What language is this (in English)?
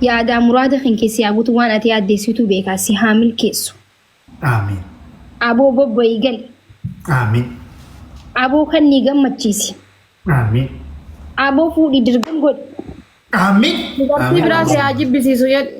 Oromo